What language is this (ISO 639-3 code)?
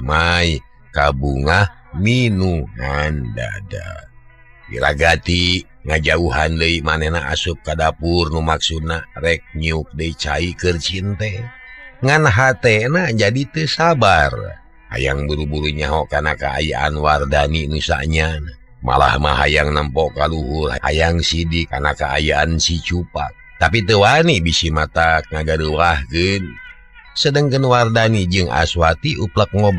sun